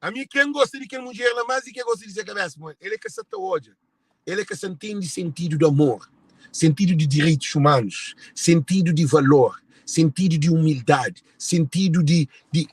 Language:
Kabuverdianu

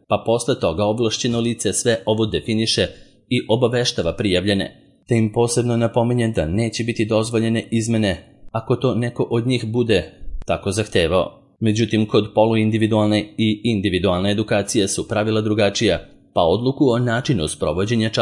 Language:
Serbian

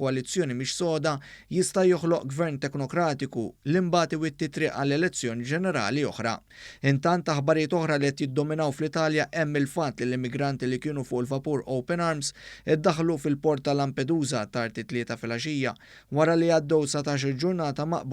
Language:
Maltese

